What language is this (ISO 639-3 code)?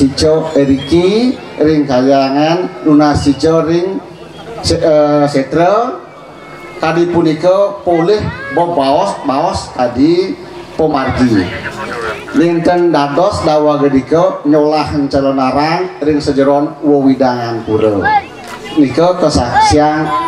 ban